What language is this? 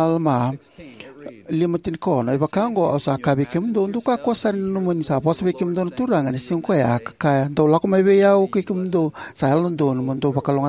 Fijian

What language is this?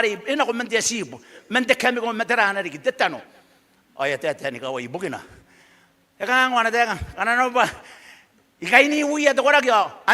Gilbertese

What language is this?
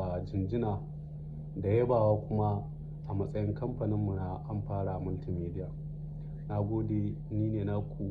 Hausa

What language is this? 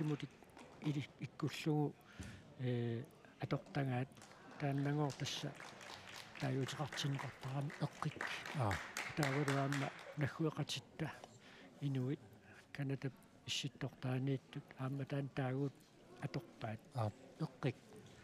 Kalaallisut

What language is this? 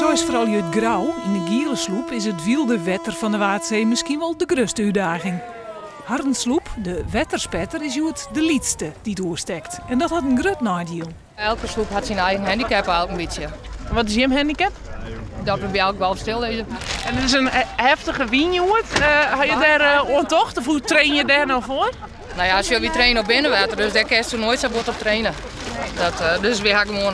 Western Frisian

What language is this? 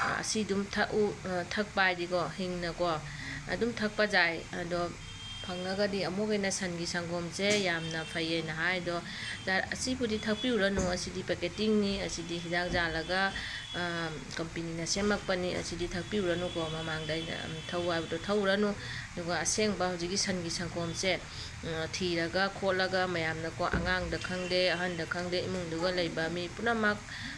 Manipuri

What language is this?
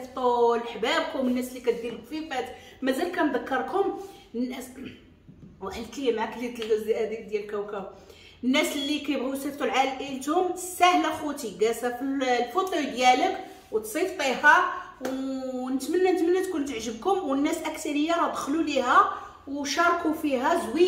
Moroccan Arabic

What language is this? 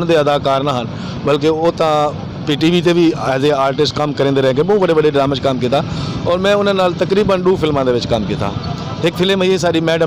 Saraiki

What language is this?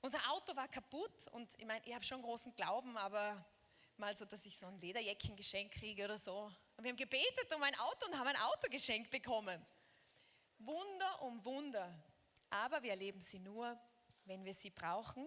Swiss German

